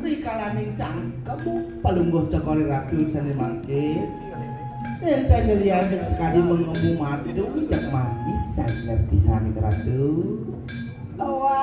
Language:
Balinese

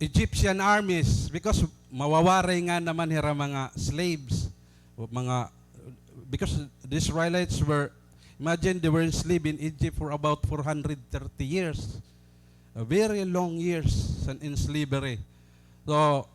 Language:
Waray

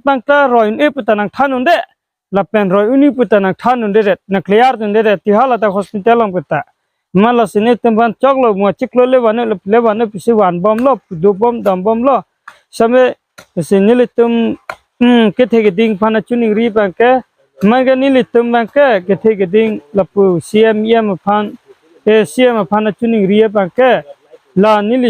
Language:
Karbi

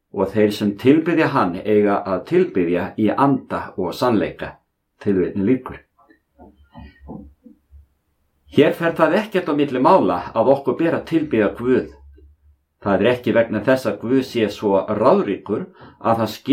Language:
Icelandic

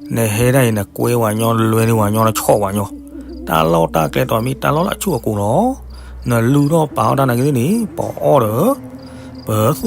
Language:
S'gaw Karen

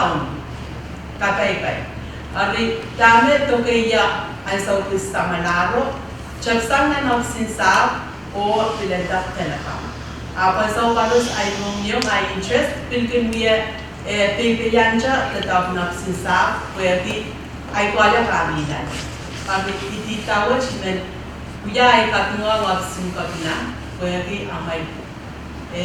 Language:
Pohnpeian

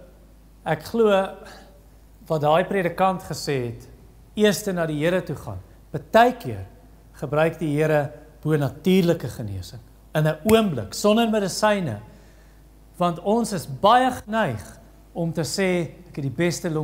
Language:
Afrikaans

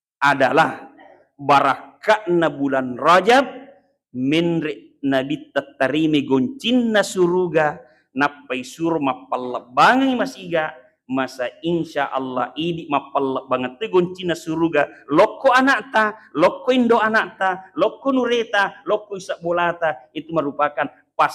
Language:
Buginese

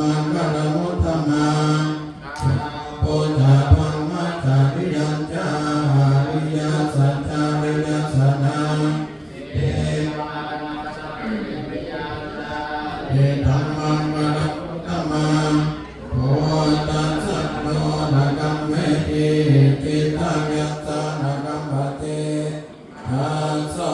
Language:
Pali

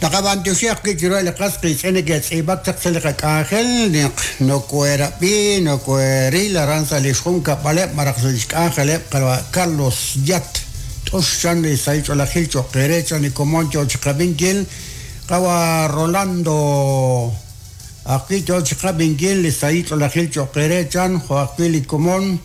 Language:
Kekchí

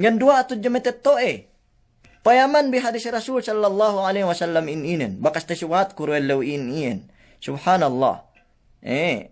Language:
Yakan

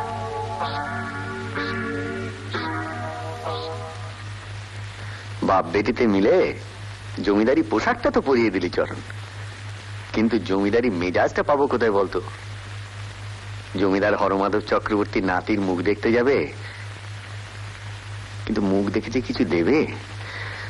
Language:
Bangla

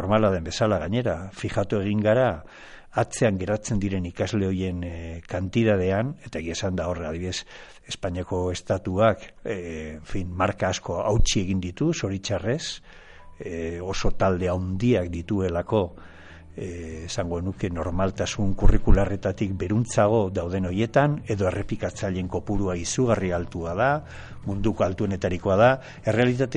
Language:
Basque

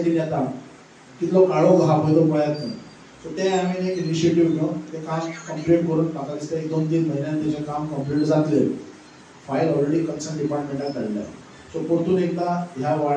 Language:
Konkani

